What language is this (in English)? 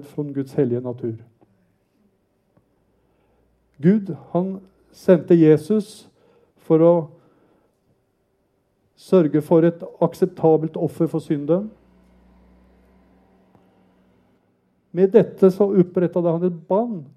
Norwegian